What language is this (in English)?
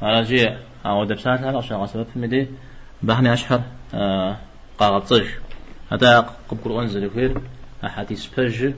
Kabardian